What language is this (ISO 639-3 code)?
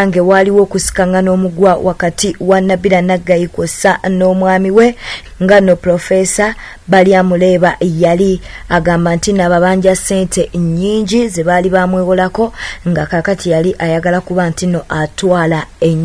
lug